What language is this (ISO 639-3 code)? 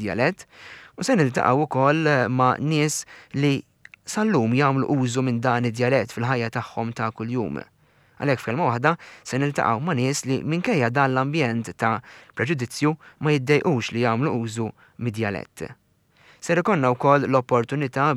mlt